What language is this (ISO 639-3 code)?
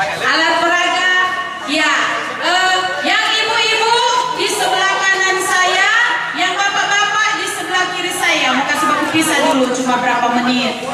xmm